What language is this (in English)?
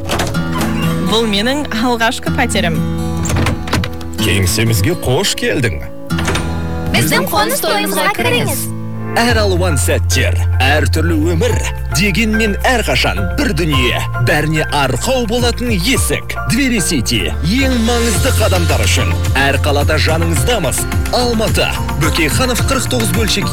Kazakh